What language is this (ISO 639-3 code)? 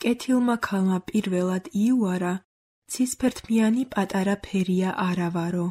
kat